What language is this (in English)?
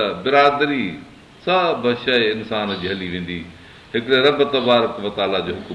Sindhi